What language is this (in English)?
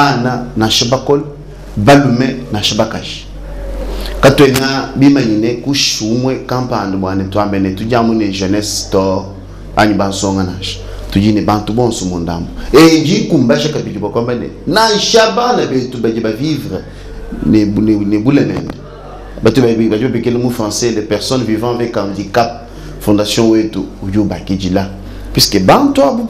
Luba-Lulua